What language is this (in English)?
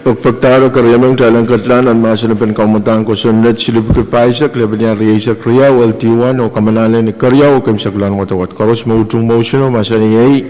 Pohnpeian